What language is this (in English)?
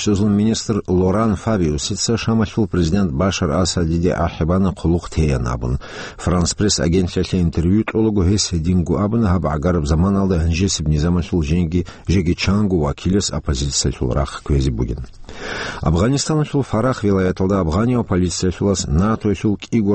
Avaric